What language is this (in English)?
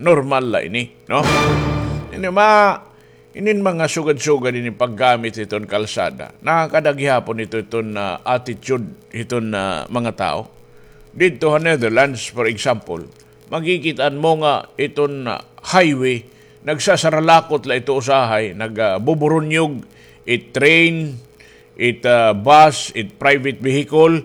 Waray